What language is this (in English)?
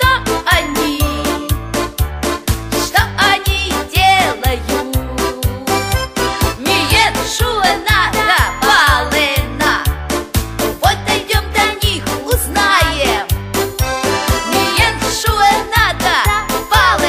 Russian